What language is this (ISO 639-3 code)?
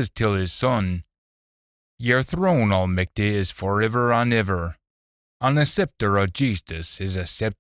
sco